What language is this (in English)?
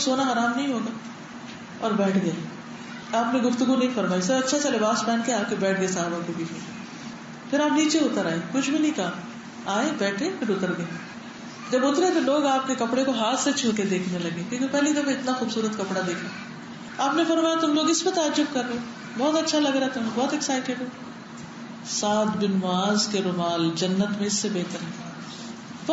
Urdu